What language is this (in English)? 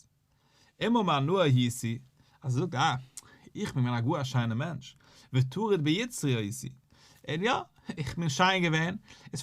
Yiddish